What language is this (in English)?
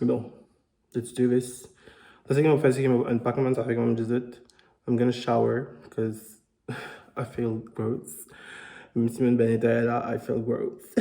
Morisyen